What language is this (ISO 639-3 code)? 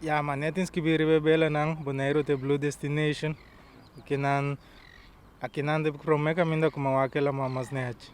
pap